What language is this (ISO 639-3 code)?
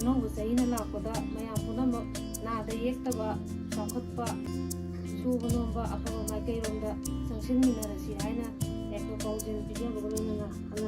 mni